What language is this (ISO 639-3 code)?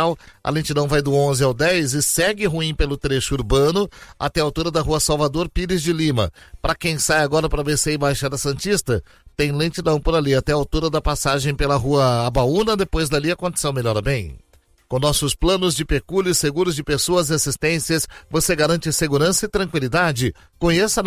por